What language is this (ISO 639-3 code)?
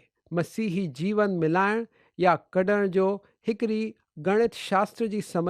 snd